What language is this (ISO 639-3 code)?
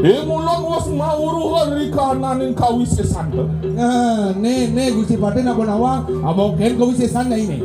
ban